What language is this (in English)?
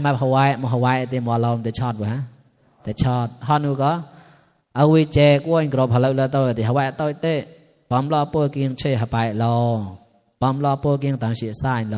Mon